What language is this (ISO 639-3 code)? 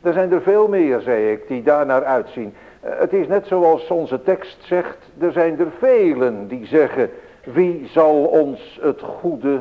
nld